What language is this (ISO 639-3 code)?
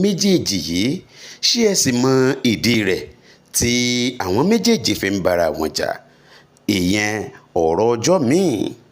yor